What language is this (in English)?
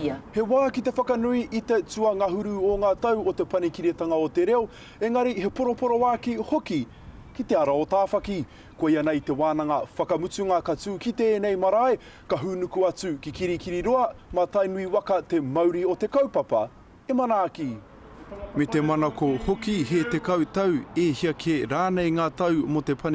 Māori